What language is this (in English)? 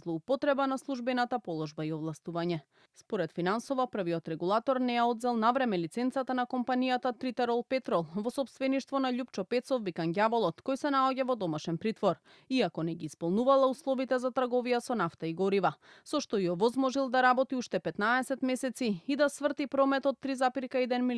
Macedonian